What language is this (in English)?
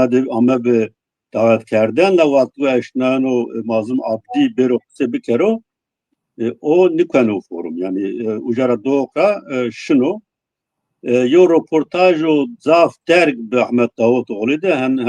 Zaza